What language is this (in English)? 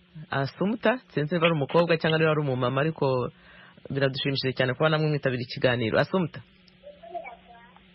Kinyarwanda